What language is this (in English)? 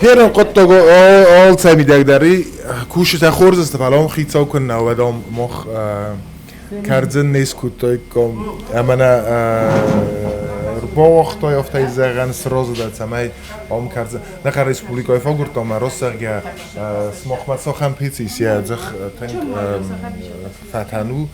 Ossetic